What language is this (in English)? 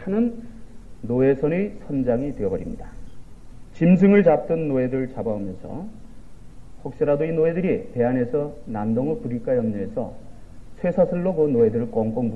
Korean